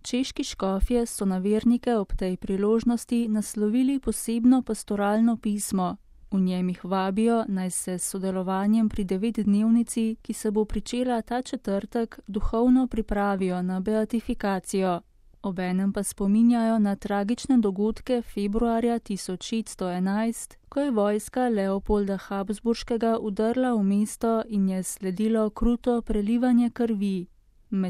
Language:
Slovenian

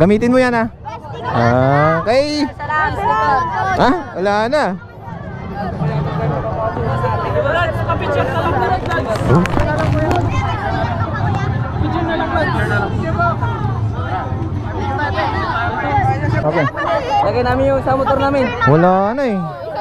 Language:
Filipino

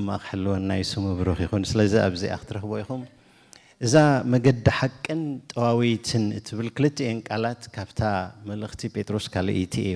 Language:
Tigrinya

